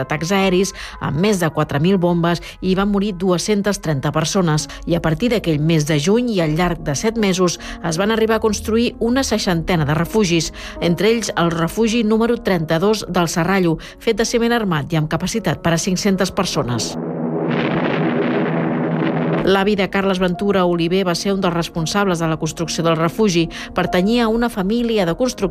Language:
Catalan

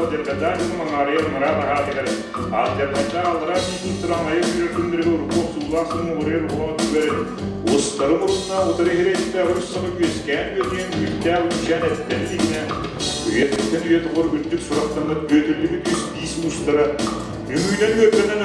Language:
Yakut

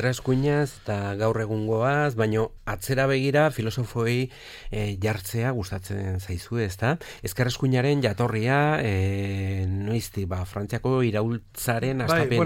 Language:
Basque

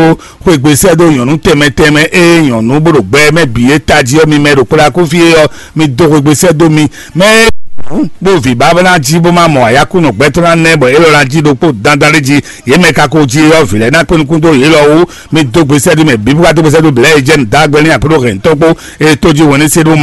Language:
Fon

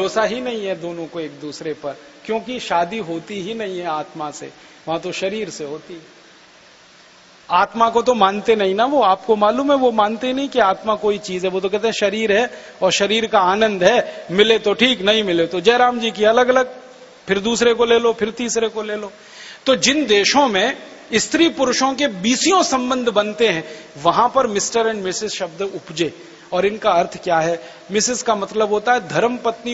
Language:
Hindi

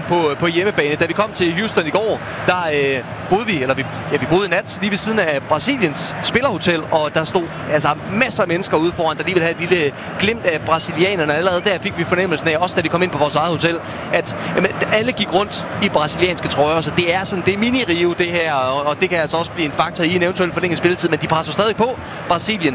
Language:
Danish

